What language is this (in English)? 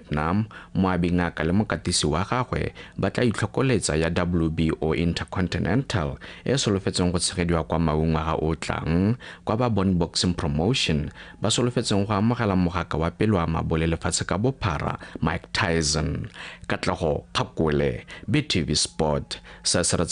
Tswana